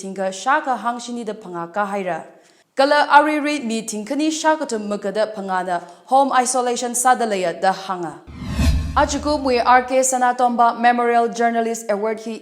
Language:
Tangkhul Naga (India)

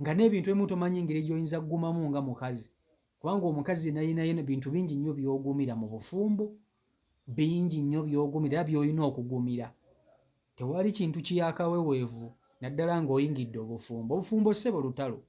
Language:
Ganda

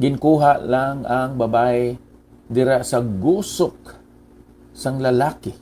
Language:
Hiligaynon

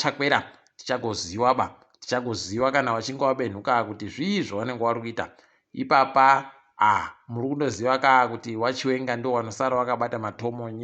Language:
Ndau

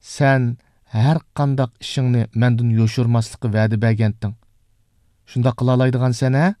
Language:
Uyghur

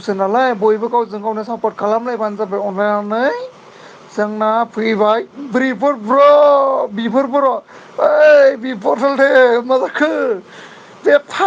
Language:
Bodo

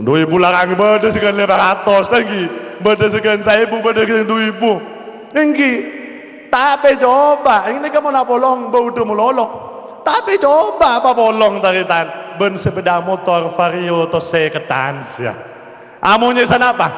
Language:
Madurese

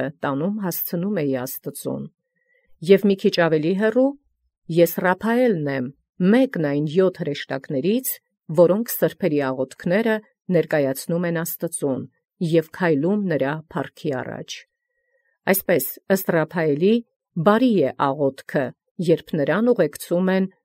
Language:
Armenian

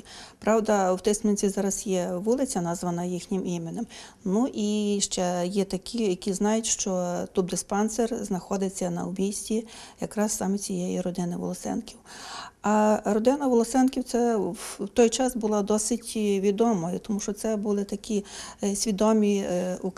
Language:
Ukrainian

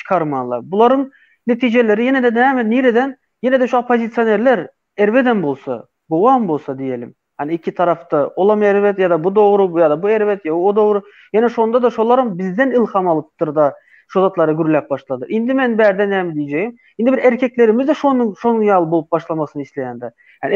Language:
Turkmen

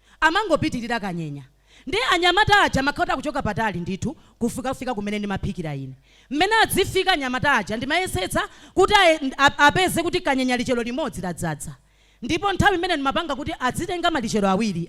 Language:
Nyanja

